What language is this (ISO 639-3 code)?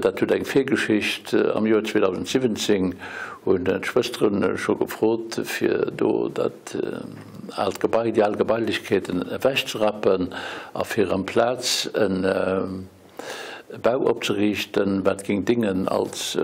ltz